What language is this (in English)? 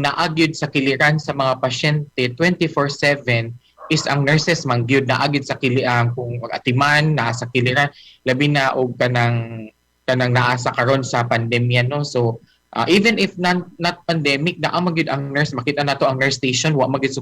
Cebuano